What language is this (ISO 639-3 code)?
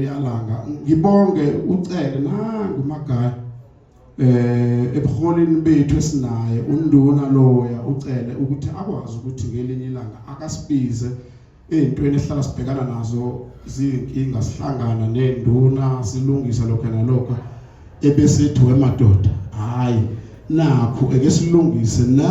zul